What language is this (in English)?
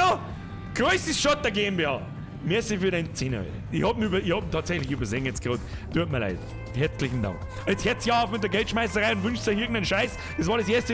Bavarian